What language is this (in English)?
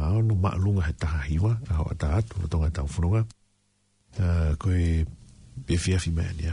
Tongan